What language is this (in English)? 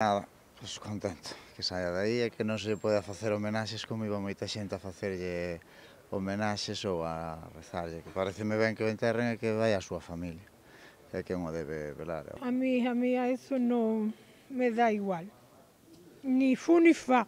Galician